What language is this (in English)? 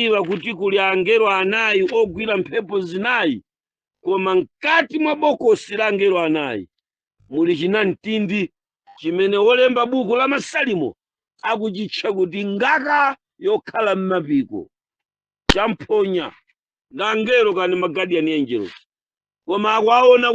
Nyanja